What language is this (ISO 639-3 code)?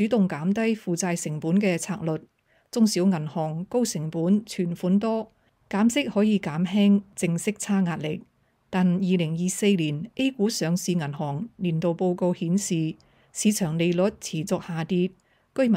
yue